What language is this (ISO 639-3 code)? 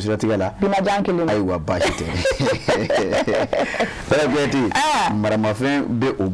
bam